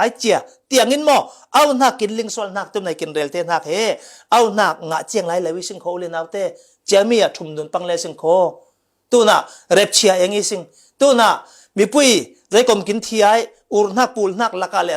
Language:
Falam Chin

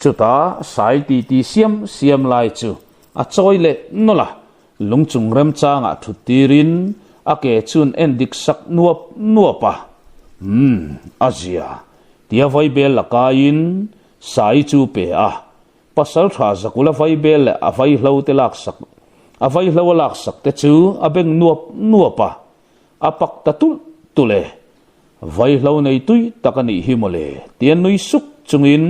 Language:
Mizo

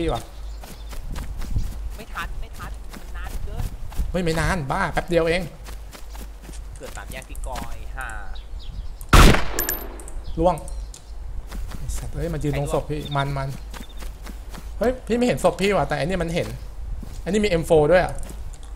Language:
Thai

